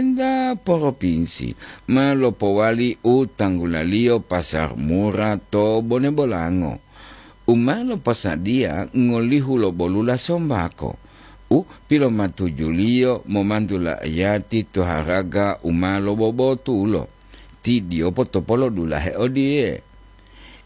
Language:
Gorontalo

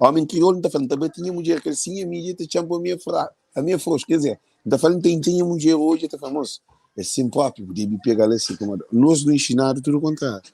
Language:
Kabuverdianu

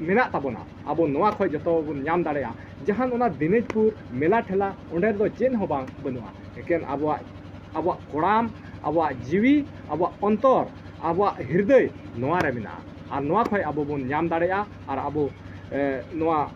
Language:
Santali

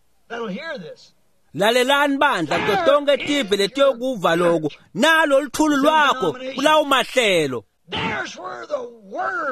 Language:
Swati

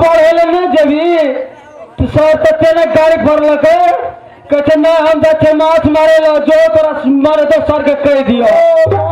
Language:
Maithili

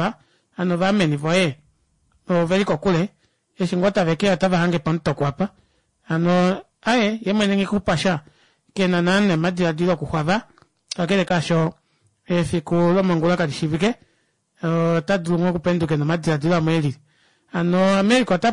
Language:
Kuanyama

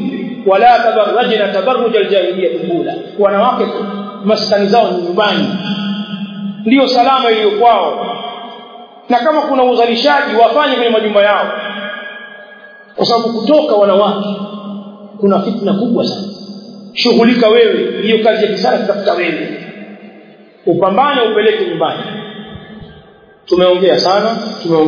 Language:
Swahili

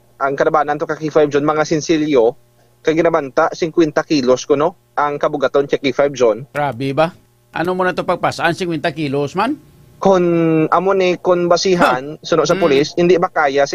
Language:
Hiligaynon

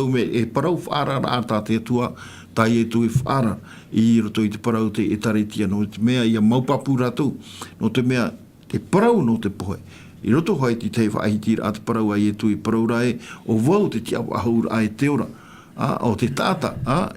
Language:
Tahitian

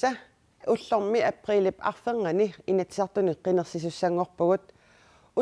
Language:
Kalaallisut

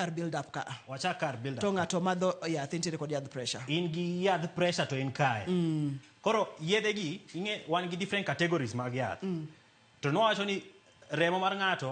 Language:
Luo (Kenya and Tanzania)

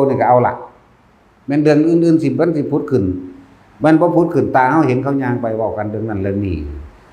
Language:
Northeastern Thai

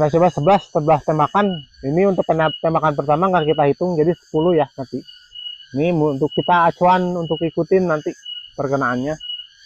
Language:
Indonesian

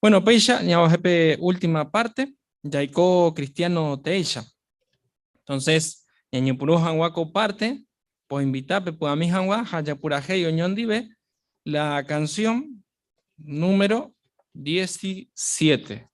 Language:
Guarani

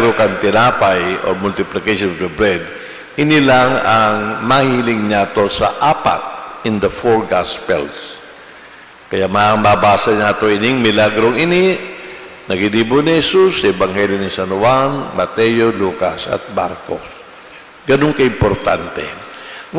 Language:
Bikol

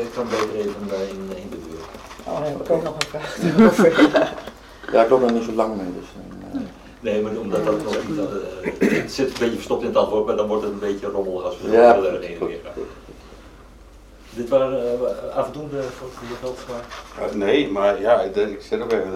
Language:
Dutch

